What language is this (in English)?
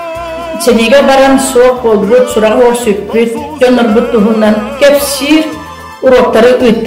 Yakut